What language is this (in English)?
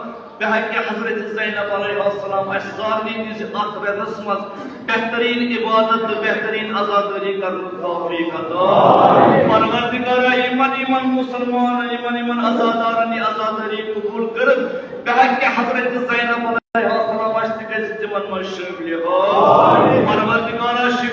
Kashmiri